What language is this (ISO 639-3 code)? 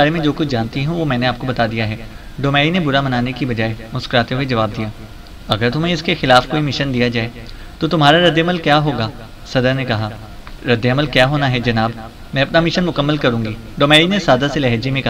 urd